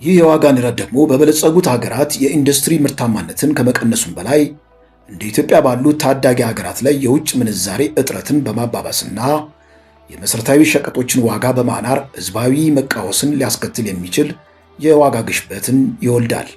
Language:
Amharic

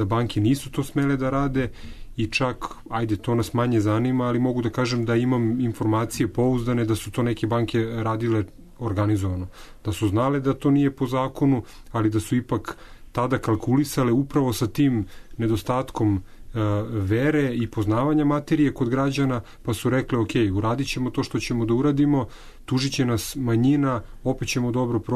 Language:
Serbian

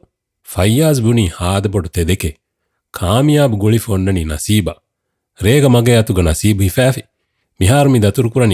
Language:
Divehi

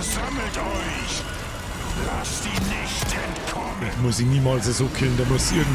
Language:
Bavarian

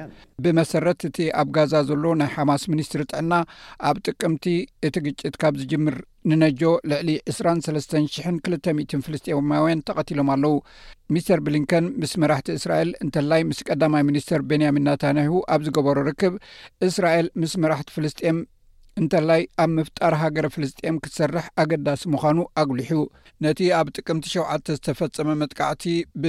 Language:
Tigrinya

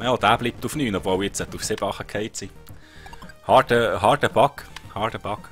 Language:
Swiss German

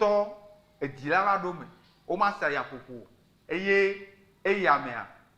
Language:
Ewe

